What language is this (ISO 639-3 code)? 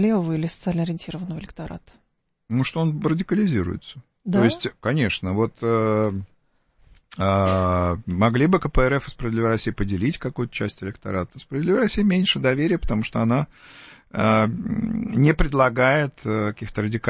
rus